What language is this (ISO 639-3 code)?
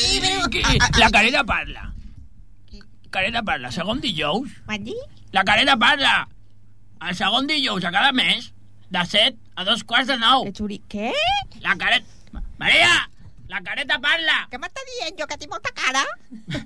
cat